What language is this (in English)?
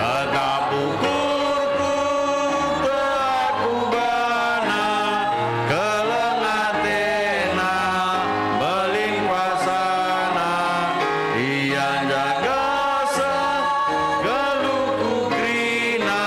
Batak Karo